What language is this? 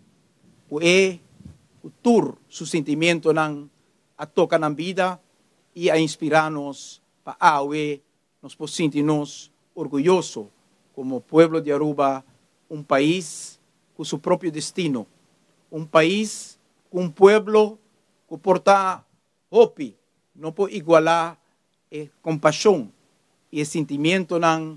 Papiamento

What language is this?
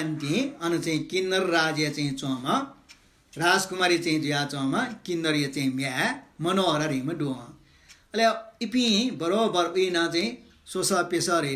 Newari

